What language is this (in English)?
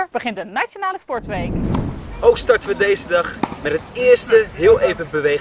Dutch